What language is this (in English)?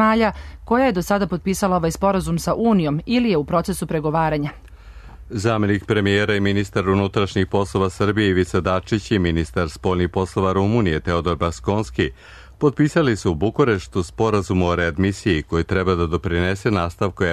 Serbian